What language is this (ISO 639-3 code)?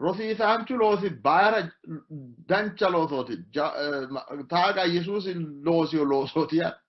sid